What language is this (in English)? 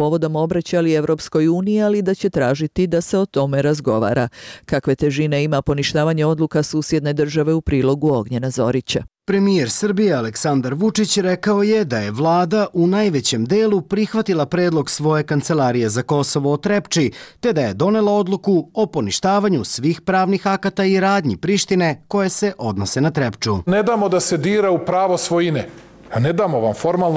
Serbian